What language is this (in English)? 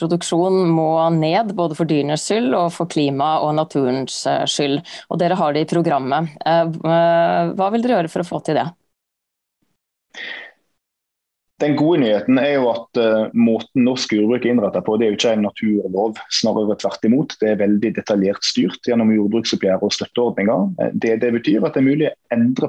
Norwegian